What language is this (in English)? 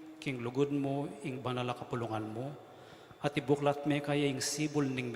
Pampanga